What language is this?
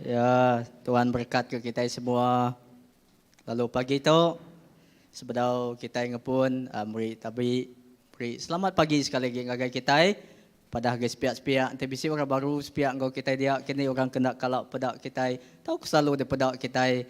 Iban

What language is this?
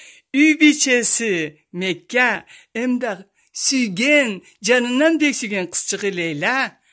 Karachay-Balkar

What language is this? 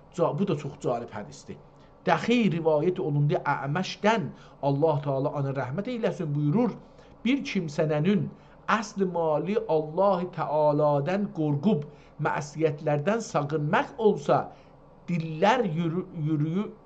South Azerbaijani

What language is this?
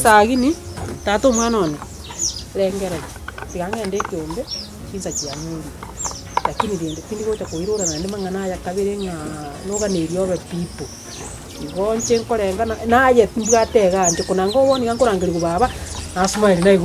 Gusii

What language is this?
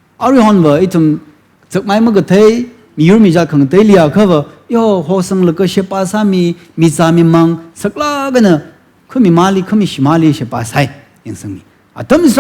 Tangkhul Naga (India)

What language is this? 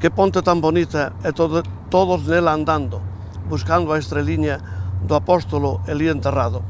Galician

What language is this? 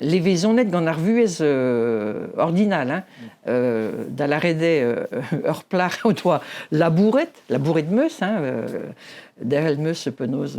Breton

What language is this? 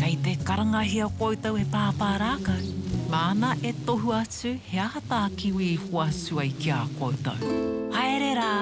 Māori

